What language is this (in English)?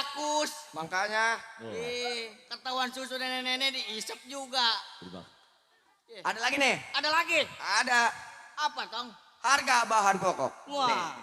Betawi